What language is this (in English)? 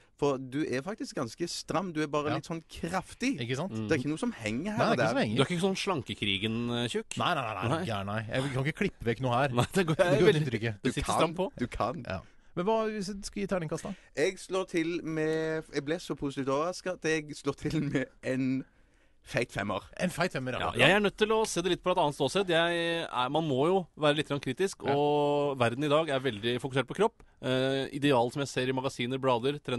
Norwegian